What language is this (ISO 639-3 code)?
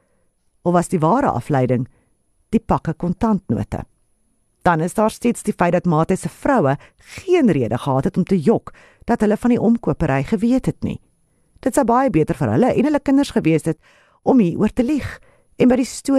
afr